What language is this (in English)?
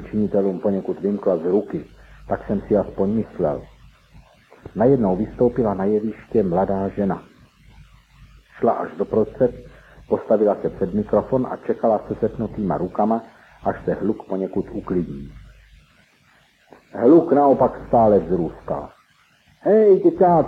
Czech